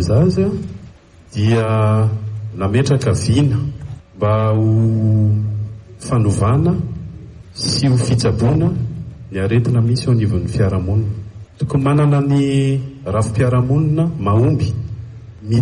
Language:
Malagasy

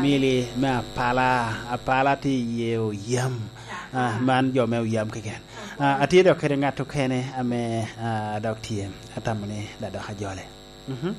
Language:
Lango (Uganda)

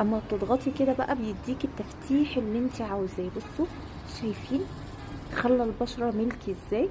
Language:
Egyptian Arabic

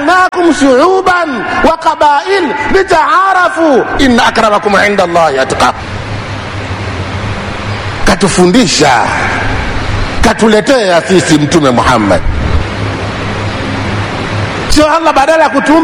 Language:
Swahili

